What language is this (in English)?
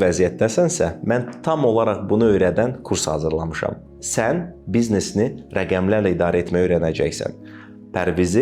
Azerbaijani